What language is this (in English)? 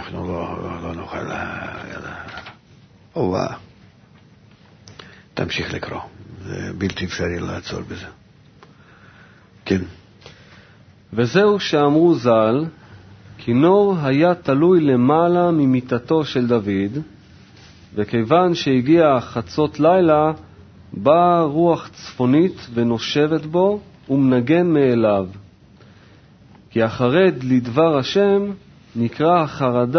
Hebrew